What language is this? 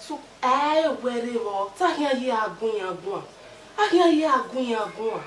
Bini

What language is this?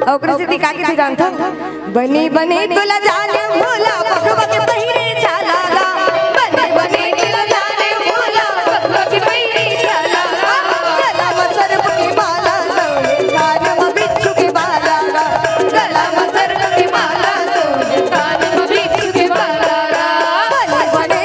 Chhattisgarhi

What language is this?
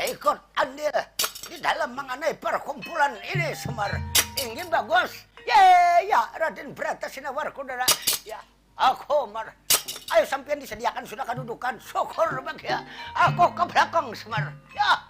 Banjar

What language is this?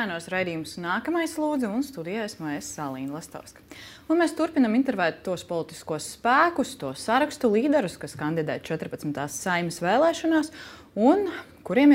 Latvian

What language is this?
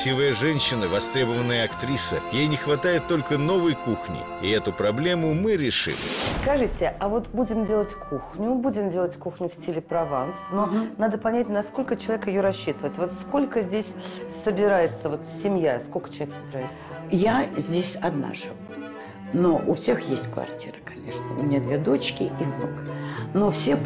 Russian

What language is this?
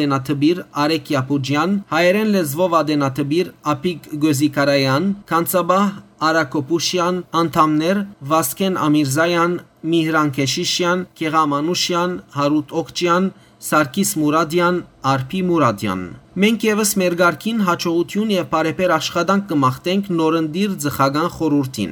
Western Armenian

